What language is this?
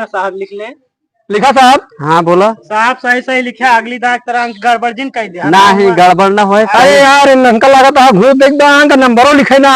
Awadhi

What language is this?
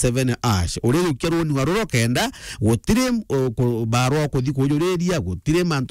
Meru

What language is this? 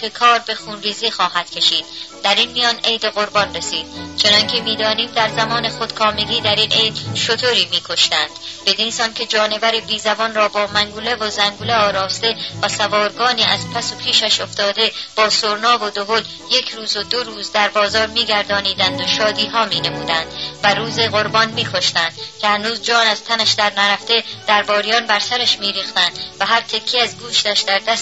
Persian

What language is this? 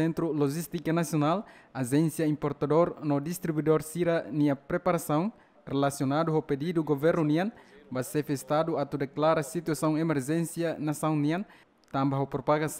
Tetum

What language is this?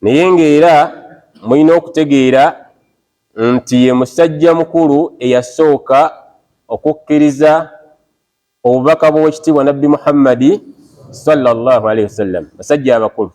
Ganda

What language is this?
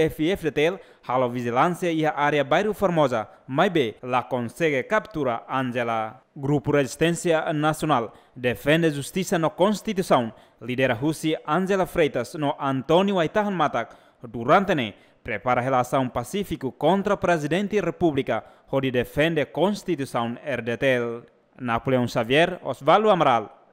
Tetum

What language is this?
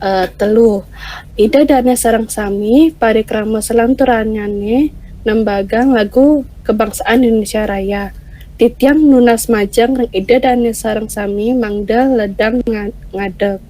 Balinese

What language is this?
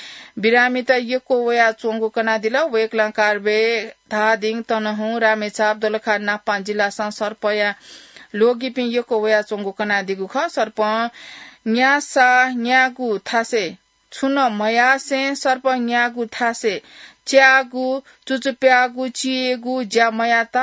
Newari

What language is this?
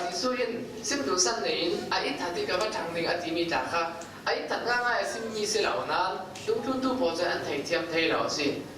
Falam Chin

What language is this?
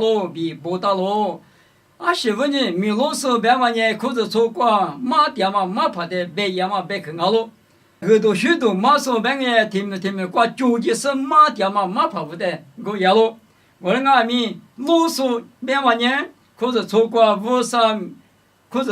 Lisu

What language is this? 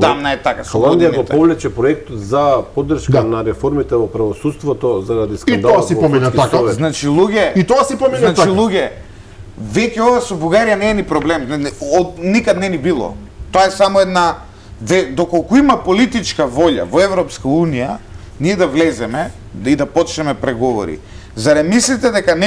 Macedonian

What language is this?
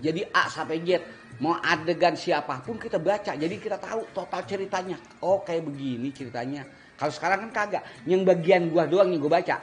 Betawi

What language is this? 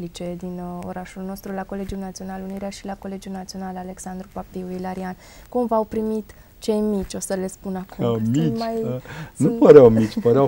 Romanian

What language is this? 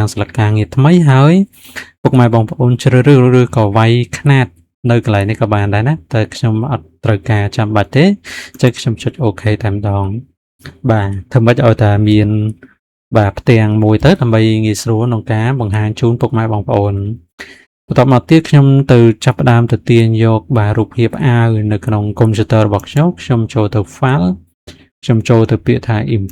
Khmer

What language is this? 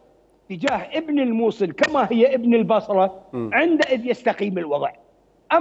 Mesopotamian Arabic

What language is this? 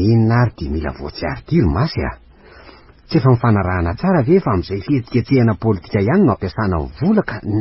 Malagasy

